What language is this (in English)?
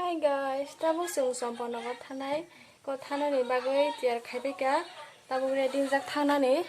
Kok Borok